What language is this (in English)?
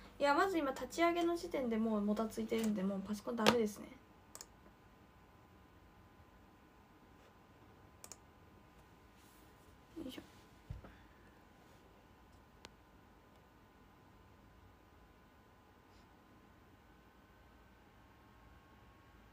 Japanese